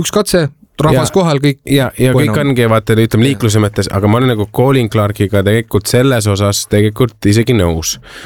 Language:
Estonian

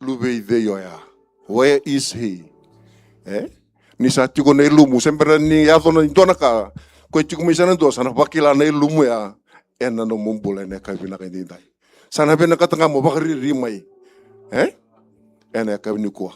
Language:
Fijian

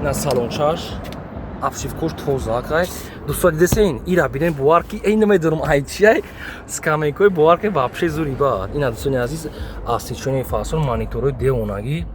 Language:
Tajik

